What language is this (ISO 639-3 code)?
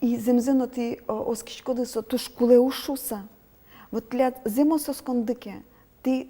udm